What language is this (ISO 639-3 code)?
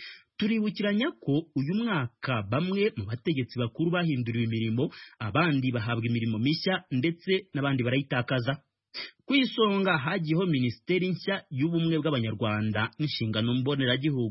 kin